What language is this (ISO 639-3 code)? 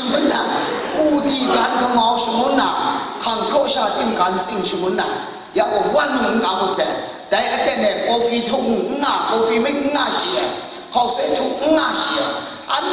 kac